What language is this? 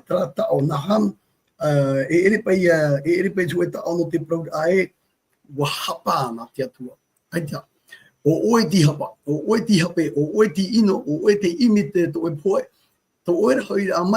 Tahitian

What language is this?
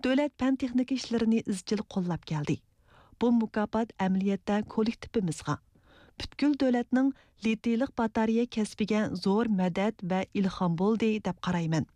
Uyghur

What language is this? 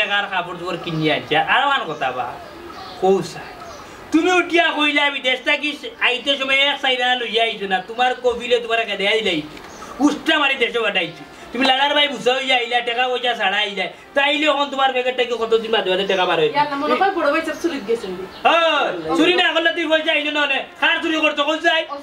Sylheti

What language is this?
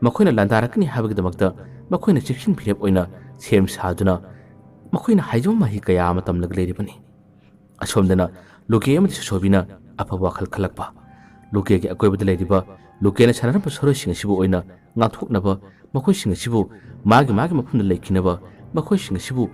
Manipuri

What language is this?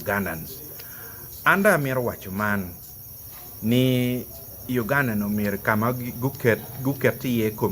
Acoli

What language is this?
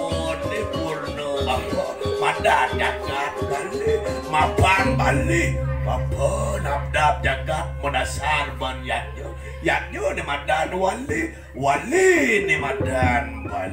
Balinese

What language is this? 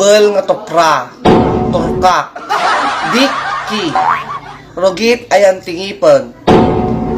Iloko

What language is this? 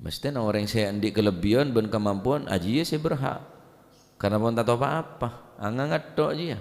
Madurese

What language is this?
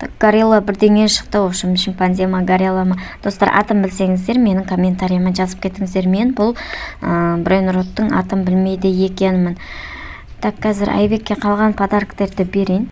Kazakh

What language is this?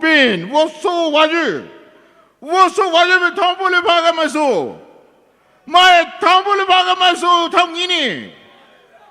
Poumei Naga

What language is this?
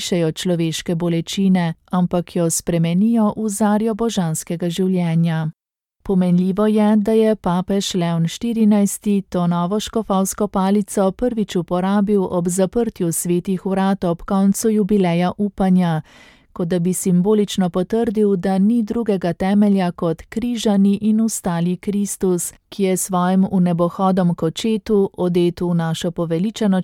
Slovenian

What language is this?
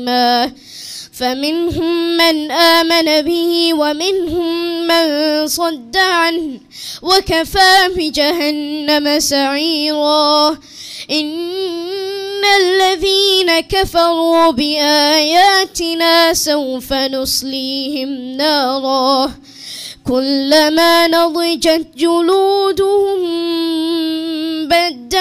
Arabic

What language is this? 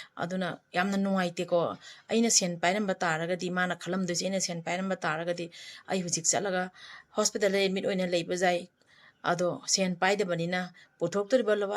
Manipuri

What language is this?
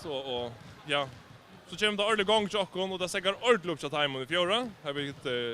Faroese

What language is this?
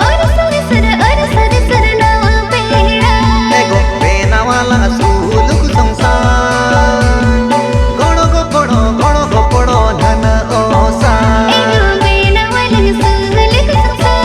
Santali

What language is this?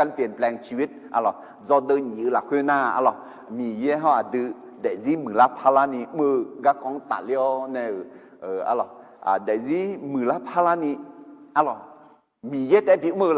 Akha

